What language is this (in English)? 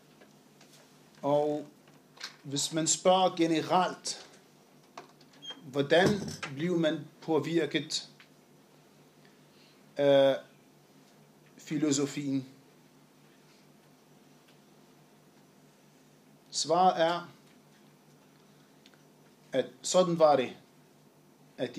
Danish